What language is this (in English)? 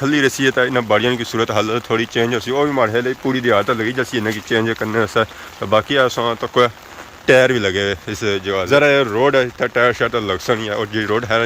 Pahari-Potwari